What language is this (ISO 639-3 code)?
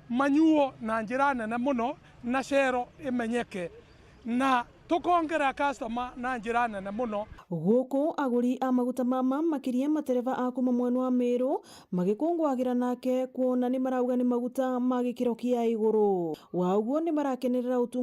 mer